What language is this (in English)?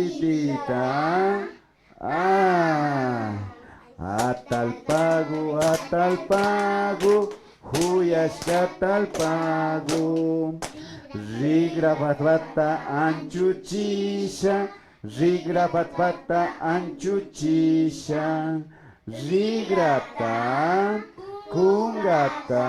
Imbabura Highland Quichua